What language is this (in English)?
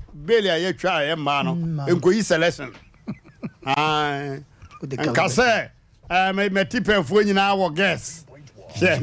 Akan